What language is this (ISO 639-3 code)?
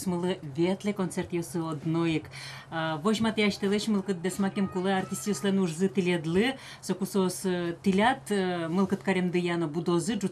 udm